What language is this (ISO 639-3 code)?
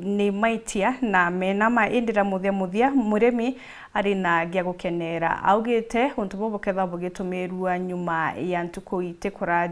mer